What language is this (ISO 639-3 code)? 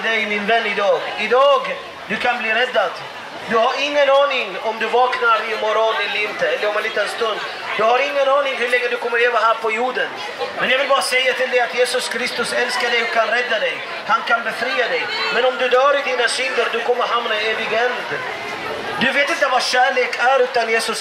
swe